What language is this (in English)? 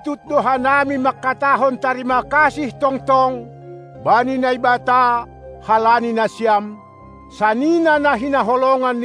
Batak Simalungun